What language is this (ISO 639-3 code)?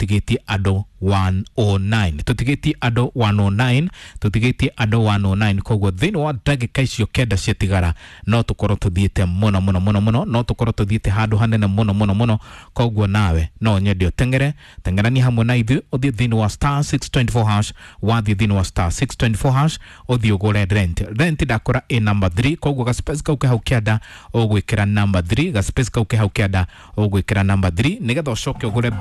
kik